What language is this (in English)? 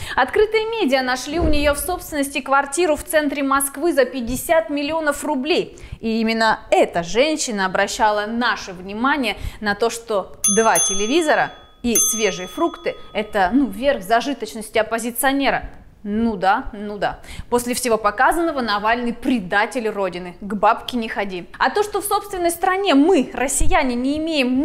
Russian